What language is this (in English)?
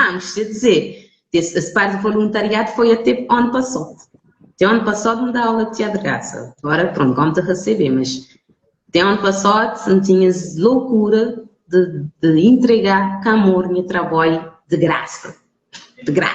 Kabuverdianu